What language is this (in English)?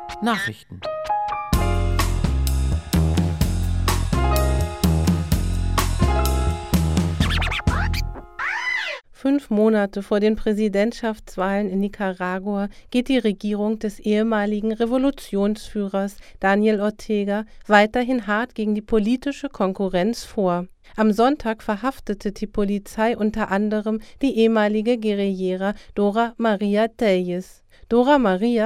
German